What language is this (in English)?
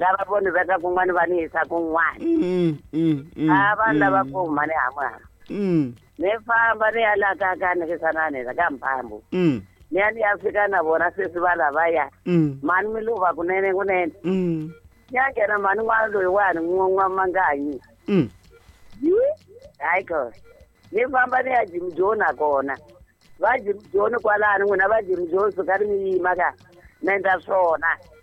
Tsonga